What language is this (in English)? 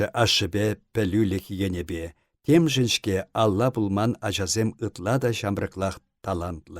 Chuvash